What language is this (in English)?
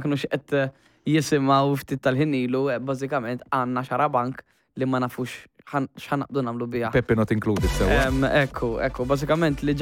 Maltese